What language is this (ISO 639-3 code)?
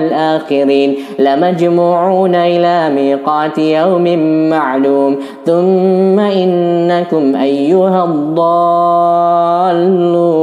ara